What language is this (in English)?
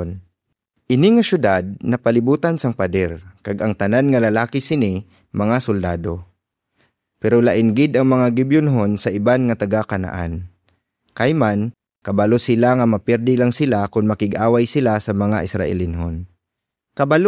Hiligaynon